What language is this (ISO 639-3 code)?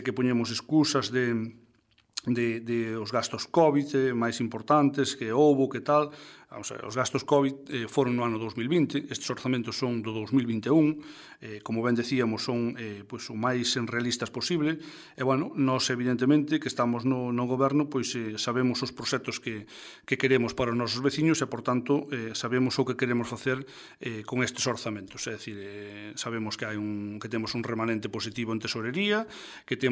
glg